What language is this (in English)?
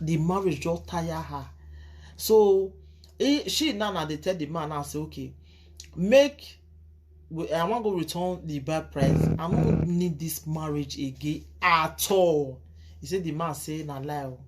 Nigerian Pidgin